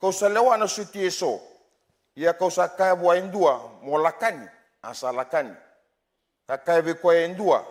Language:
Fijian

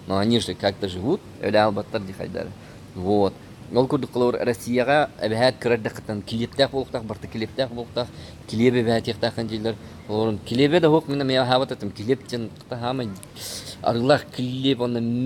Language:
Yakut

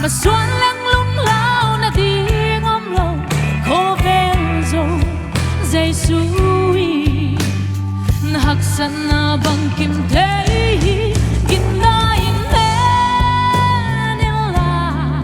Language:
Paite Chin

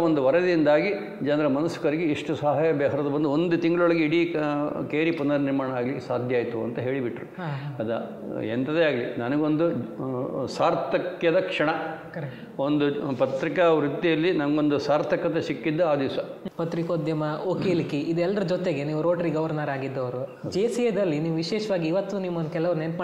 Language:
Kannada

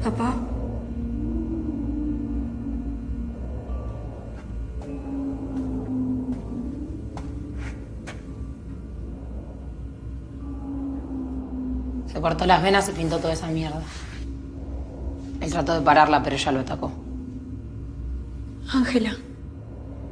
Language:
Spanish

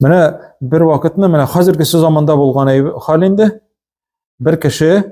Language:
Tatar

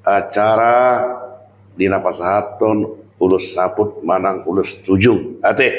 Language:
Batak Toba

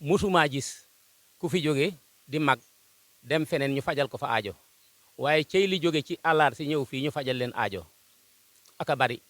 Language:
Wolof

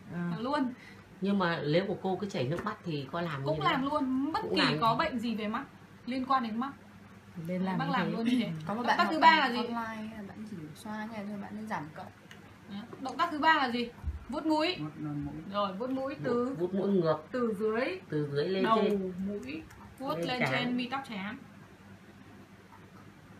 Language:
Vietnamese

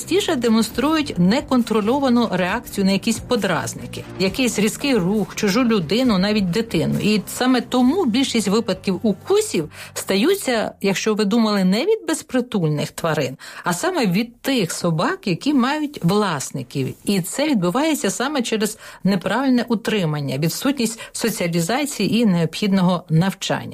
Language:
Ukrainian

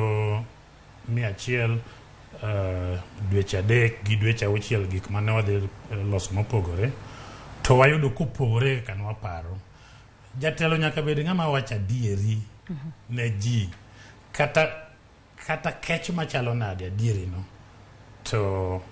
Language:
Luo (Kenya and Tanzania)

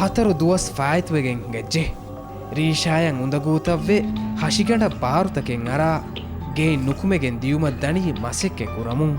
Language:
Divehi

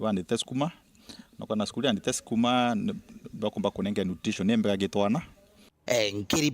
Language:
Meru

